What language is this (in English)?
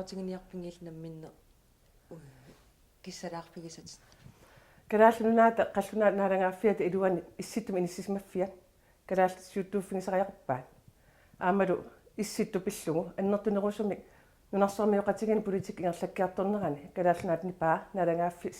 Kalaallisut